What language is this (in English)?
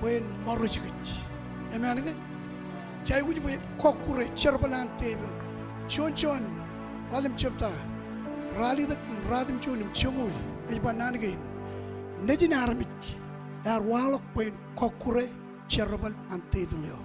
Marshallese